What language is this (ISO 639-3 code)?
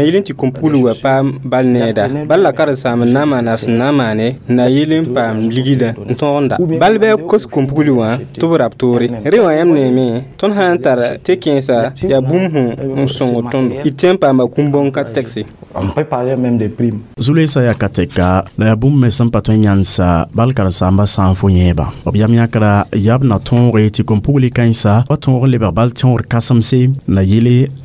mos